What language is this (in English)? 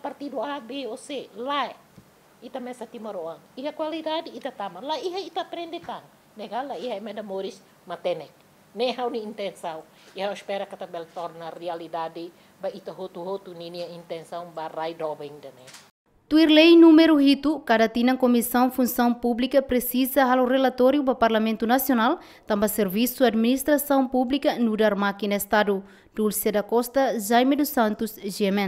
Tetum